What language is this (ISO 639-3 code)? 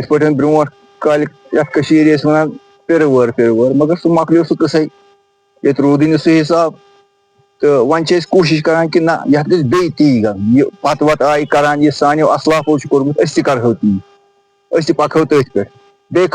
kas